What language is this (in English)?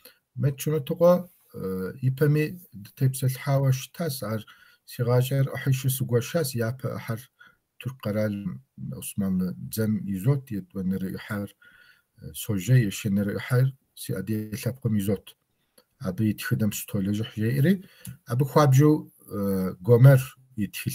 Kabardian